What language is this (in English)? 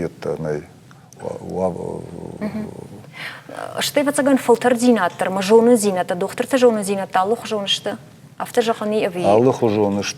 Ossetic